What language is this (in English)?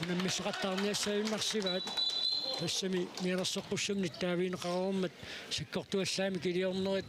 Kalaallisut